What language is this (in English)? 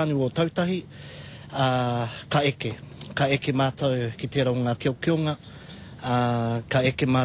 Māori